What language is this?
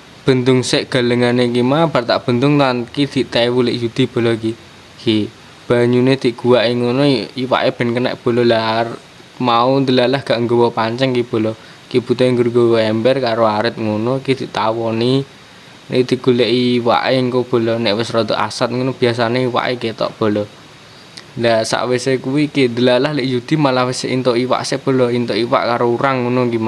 Javanese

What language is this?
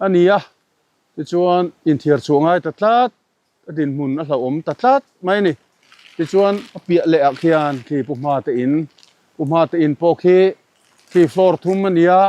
Mizo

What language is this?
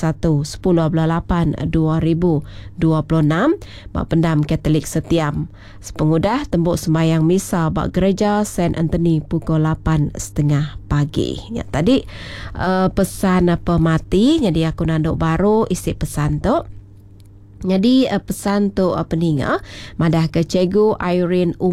Iban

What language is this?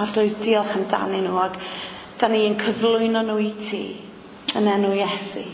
Welsh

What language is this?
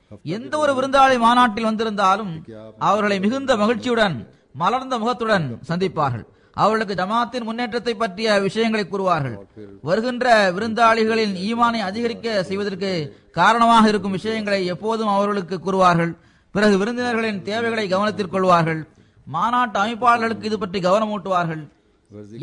Tamil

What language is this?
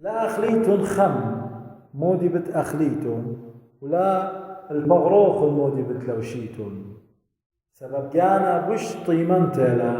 Assyrian Neo-Aramaic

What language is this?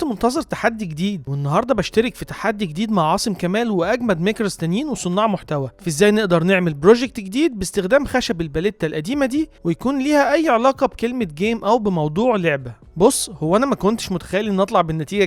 Egyptian Arabic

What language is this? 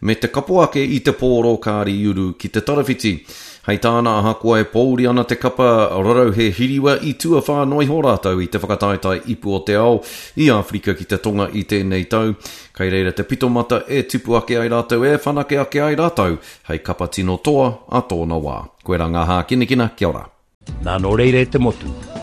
Māori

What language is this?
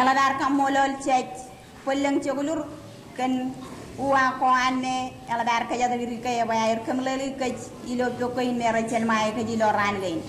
Marshallese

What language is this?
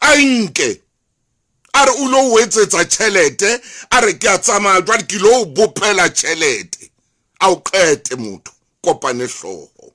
Southern Sotho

